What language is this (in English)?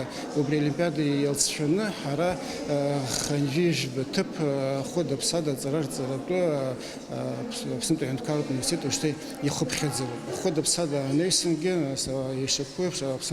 Abkhazian